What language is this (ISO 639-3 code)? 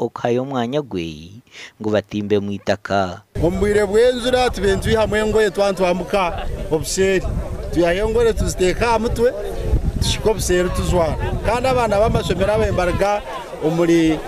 nyn